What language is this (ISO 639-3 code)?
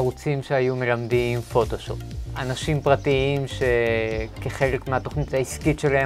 heb